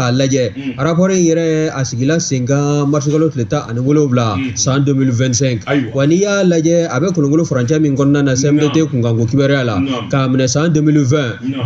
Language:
Bambara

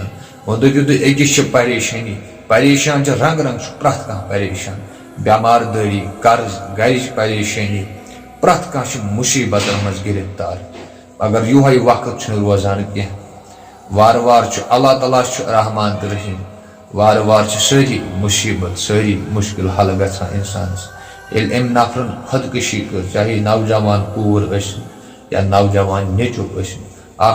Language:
Kashmiri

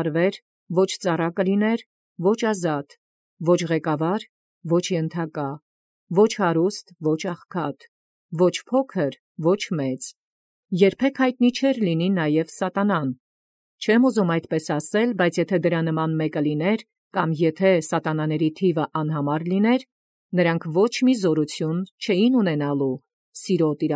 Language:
Armenian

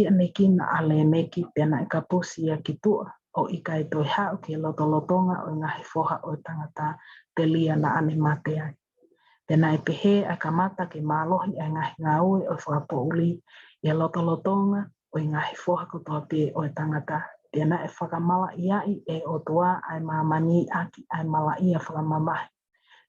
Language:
Tongan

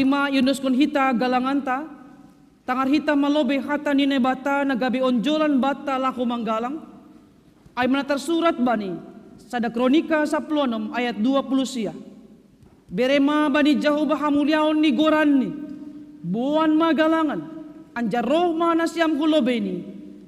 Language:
Batak Simalungun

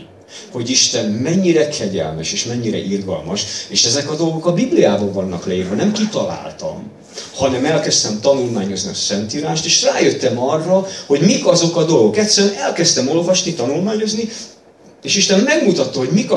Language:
Hungarian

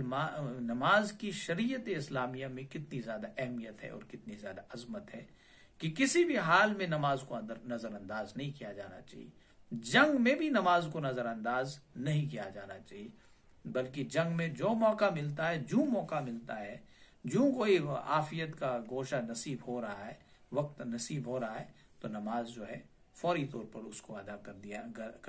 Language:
Urdu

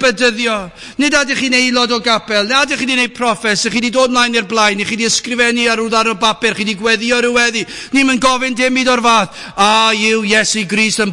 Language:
Welsh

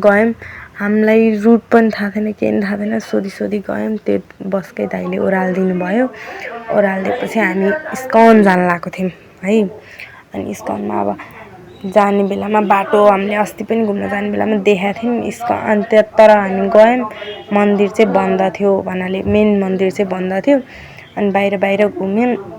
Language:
Nepali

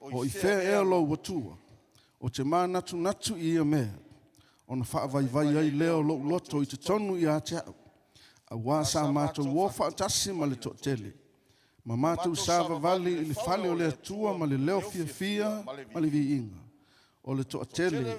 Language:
Samoan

